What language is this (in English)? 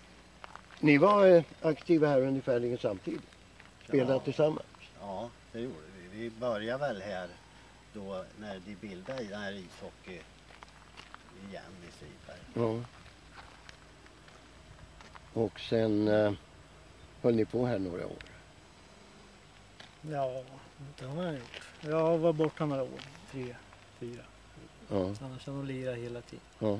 Swedish